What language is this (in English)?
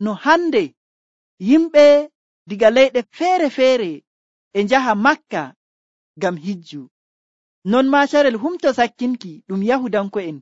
Nigerian Fulfulde